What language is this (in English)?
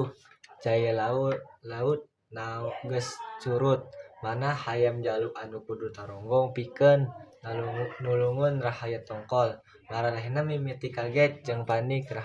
Sundanese